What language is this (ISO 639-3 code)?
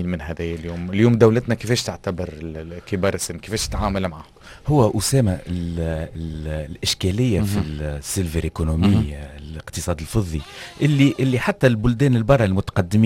aeb